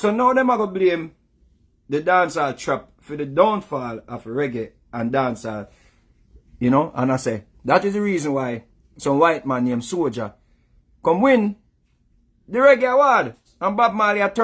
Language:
Jamaican Creole English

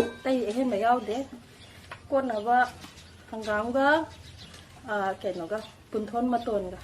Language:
Manipuri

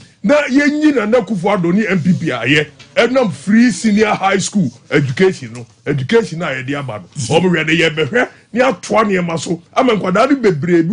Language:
Akan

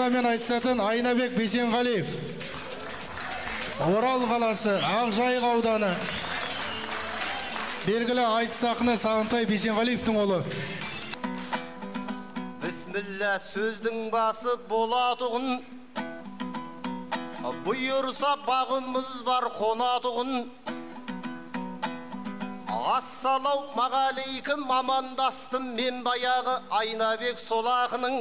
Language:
Kazakh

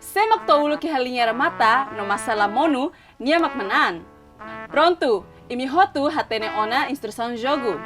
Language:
Tetum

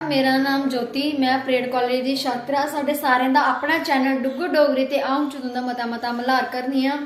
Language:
Dogri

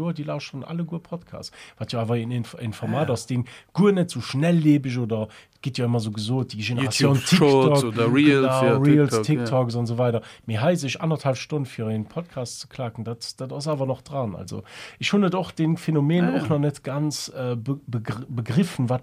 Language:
Luxembourgish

